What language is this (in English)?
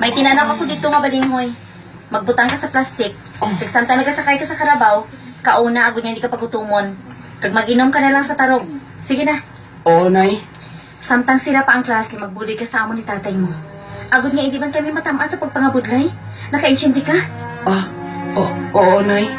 Hiligaynon